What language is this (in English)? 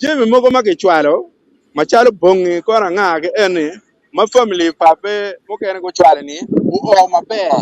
Acoli